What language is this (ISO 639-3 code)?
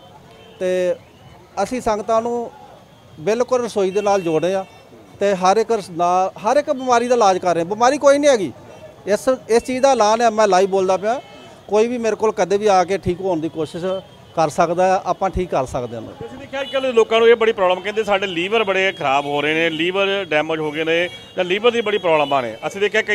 pan